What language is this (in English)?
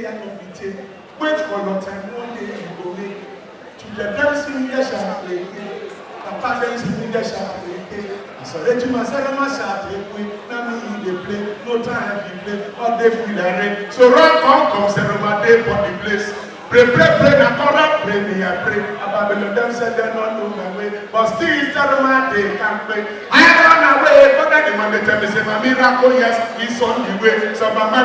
Nigerian Pidgin